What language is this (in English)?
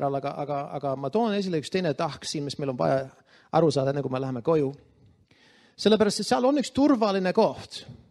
Estonian